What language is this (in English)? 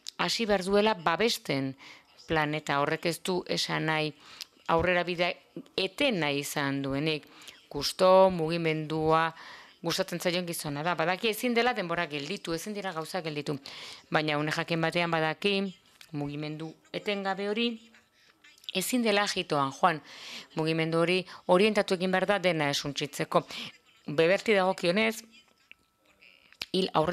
Basque